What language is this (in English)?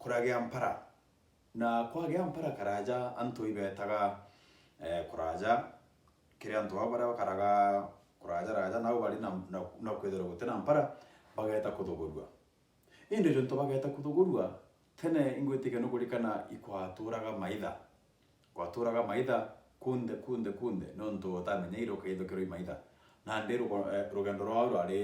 Meru